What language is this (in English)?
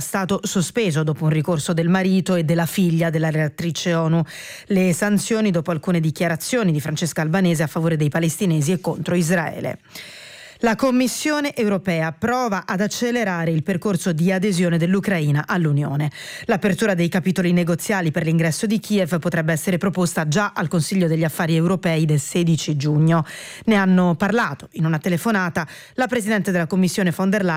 Italian